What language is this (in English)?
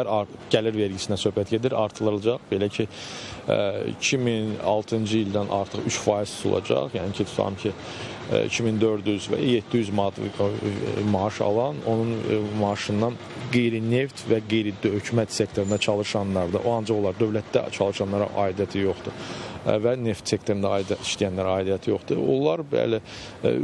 Azerbaijani